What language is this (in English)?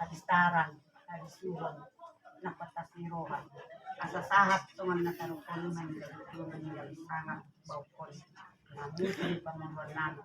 Batak Toba